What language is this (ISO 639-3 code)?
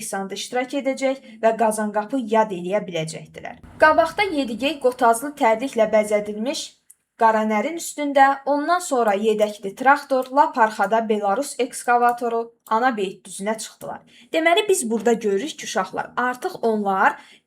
aze